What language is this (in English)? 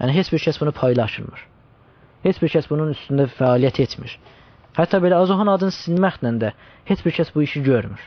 South Azerbaijani